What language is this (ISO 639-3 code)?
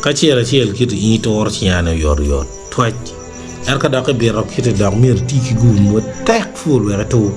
ach